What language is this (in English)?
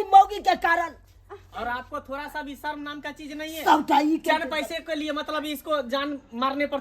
Maithili